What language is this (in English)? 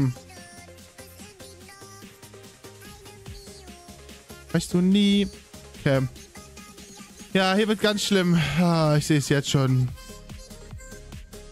German